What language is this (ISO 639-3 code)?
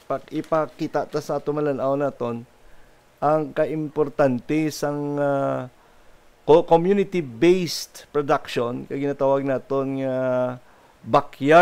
hil